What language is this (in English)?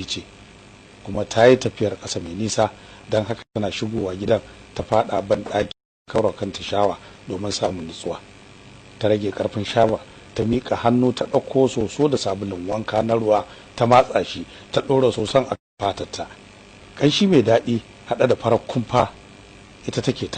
Hausa